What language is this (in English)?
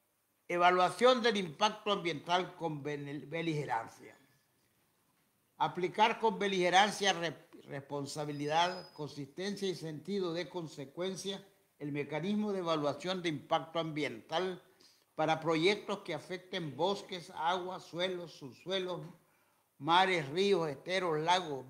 Spanish